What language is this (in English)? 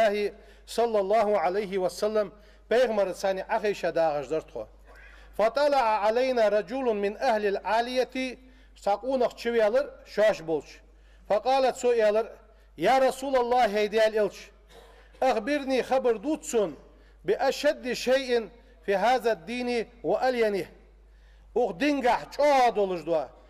Ingush